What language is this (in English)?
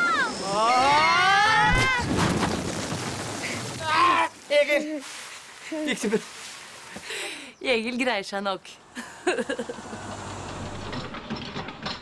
Norwegian